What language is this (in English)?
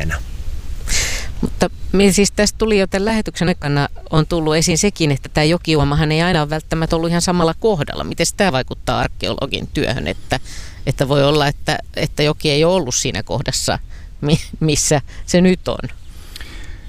Finnish